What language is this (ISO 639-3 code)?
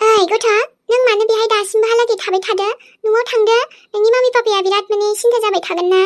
brx